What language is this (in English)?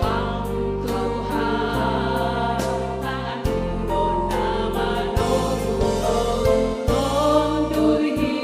Batak Simalungun